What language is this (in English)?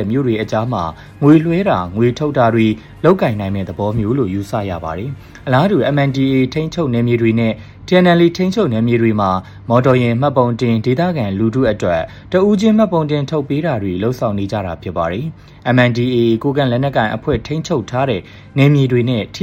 Burmese